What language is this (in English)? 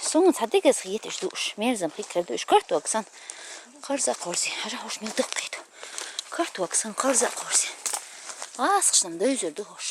Chechen